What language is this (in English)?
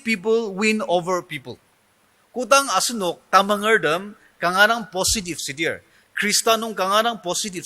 Ao Naga